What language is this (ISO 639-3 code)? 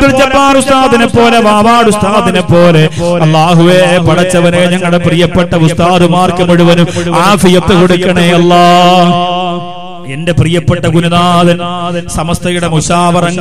mal